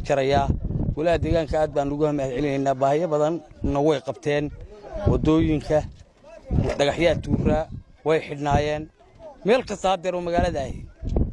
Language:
Somali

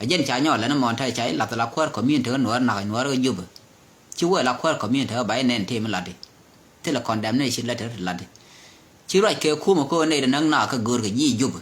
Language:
Nuer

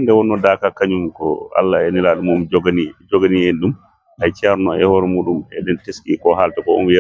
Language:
Fula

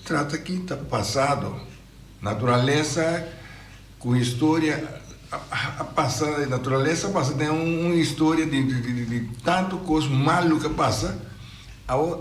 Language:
Papiamento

